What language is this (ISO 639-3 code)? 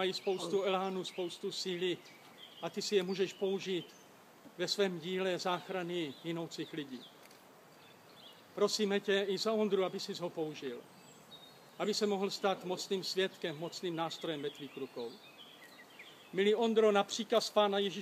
ces